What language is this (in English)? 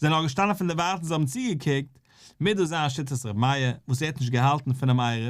Yiddish